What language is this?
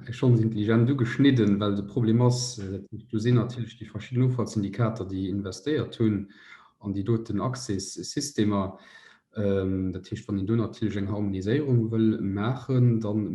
Luxembourgish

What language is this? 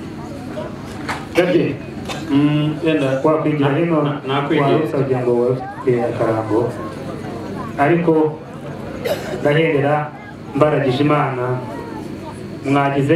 Kinyarwanda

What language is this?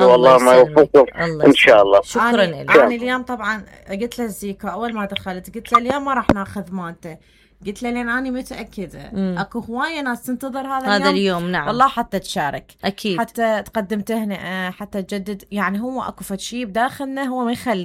Mesopotamian Arabic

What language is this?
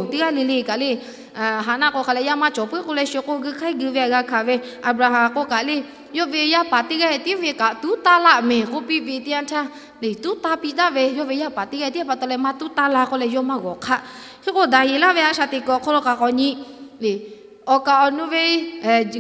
Lahu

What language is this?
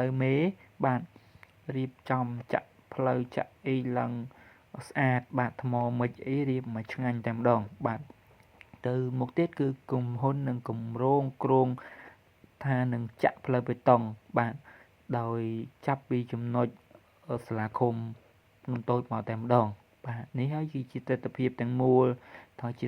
Khmer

